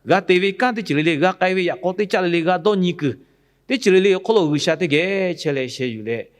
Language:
Lahu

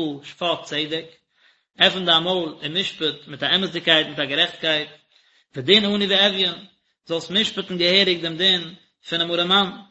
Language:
Yiddish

